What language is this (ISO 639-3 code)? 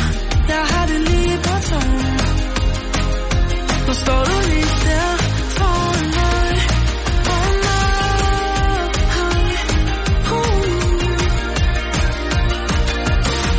dan